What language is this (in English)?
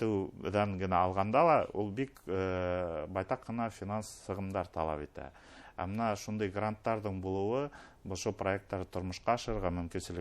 Bashkir